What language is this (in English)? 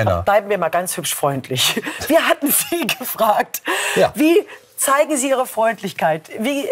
German